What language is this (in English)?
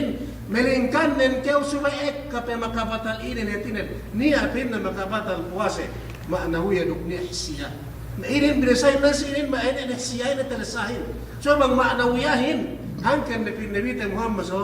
Yakan